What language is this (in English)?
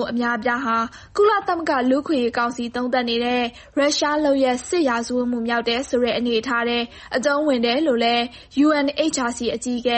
Burmese